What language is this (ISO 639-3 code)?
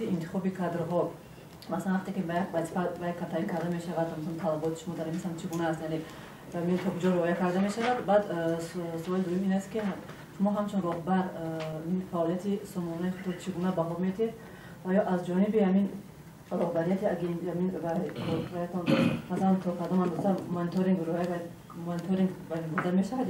tgk